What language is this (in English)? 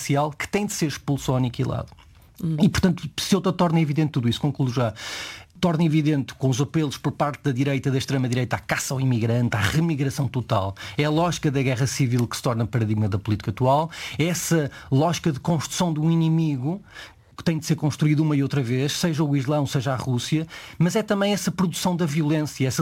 Portuguese